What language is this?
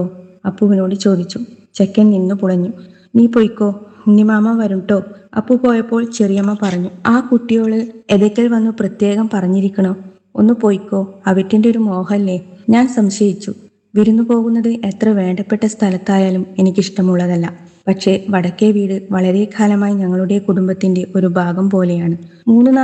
Malayalam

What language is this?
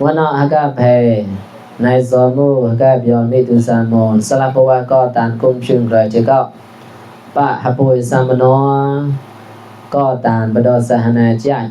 Mon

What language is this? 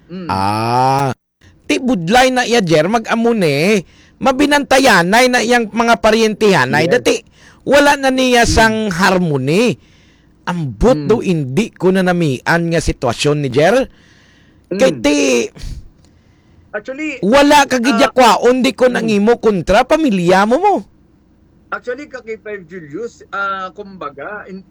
Hiligaynon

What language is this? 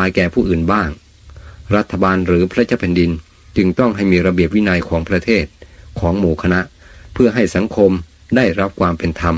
Thai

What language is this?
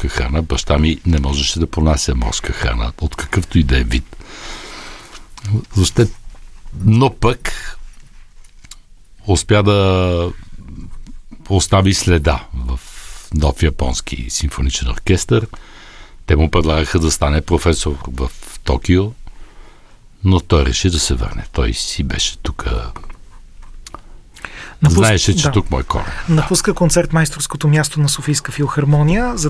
Bulgarian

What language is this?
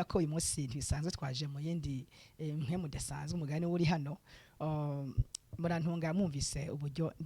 Rundi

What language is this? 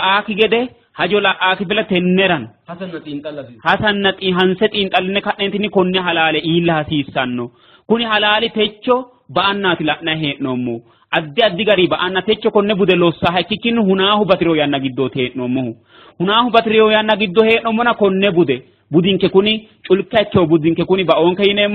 Sidamo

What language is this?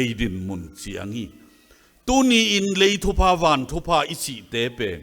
Tedim Chin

